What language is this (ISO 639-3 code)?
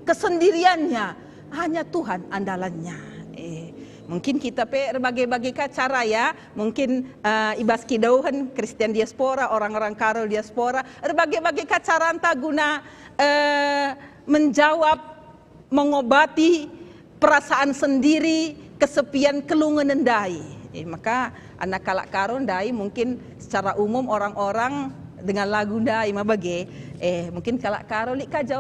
btx